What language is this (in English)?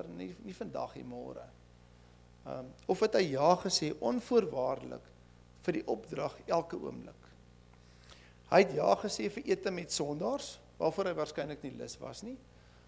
Afrikaans